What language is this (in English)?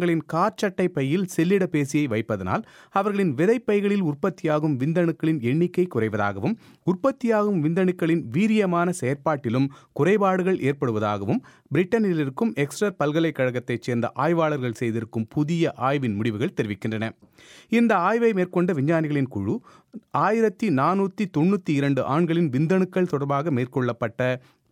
Tamil